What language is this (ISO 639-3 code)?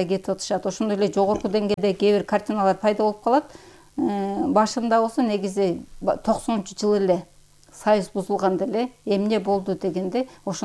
kir